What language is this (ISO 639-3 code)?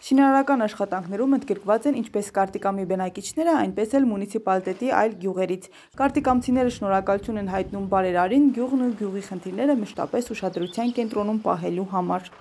hye